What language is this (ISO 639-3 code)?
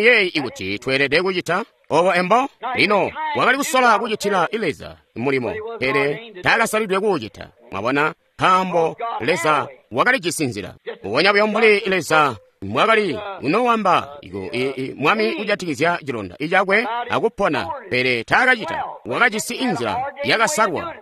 toi